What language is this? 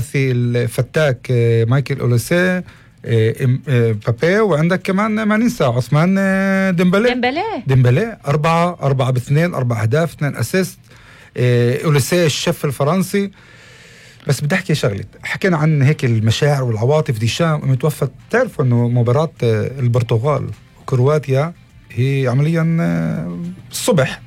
North Levantine Arabic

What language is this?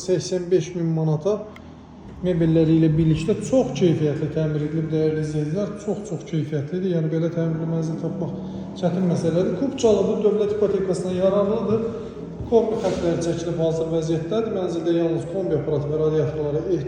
Azerbaijani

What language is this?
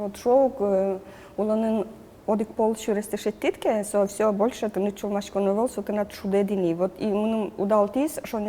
Udmurt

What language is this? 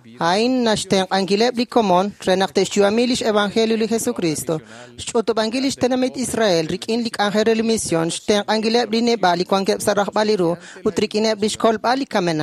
Kekchí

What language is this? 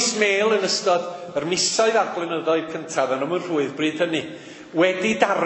Welsh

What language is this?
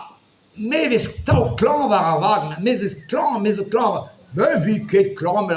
Breton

